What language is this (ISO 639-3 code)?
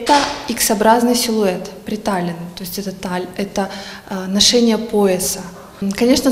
crh